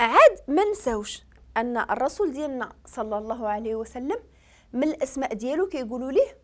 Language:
Moroccan Arabic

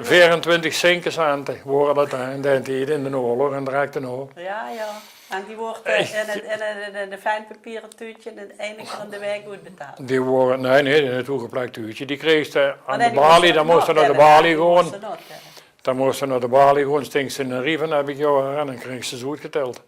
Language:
Limburgish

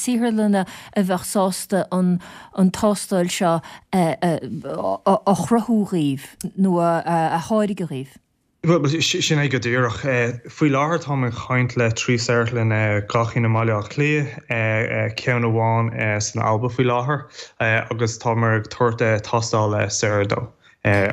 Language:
Irish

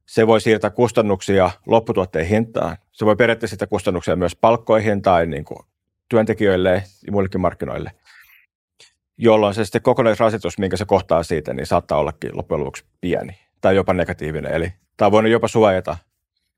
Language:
Finnish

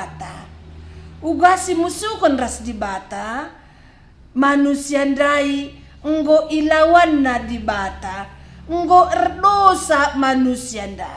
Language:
Batak Karo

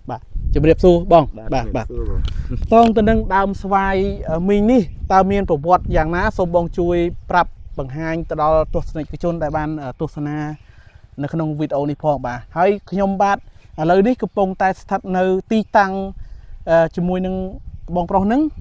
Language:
Khmer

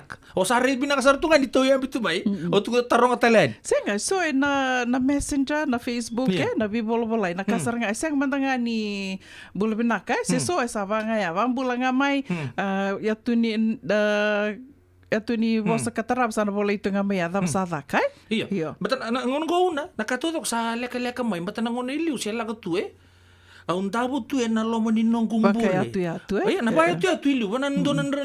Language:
Fijian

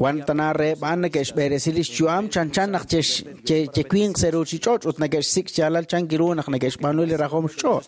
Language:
Kekchí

